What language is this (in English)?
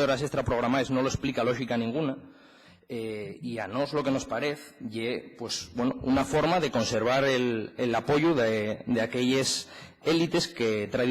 Asturian